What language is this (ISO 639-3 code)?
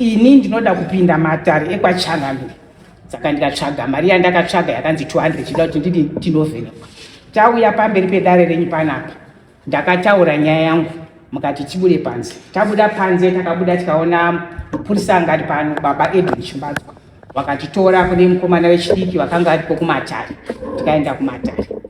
sna